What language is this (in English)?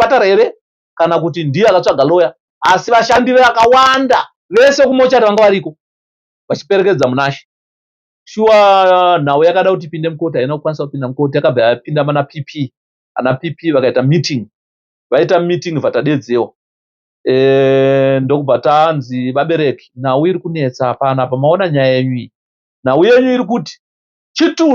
Shona